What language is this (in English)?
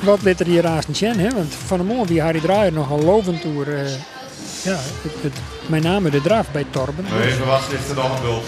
Western Frisian